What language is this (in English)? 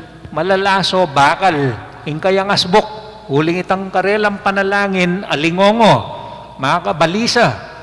Pampanga